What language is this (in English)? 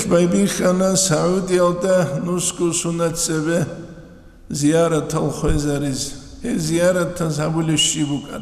Avaric